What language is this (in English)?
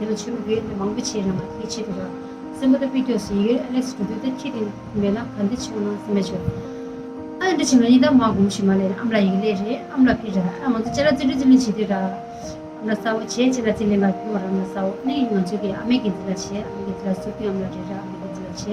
Tibetan